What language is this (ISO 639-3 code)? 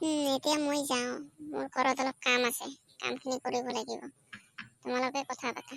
asm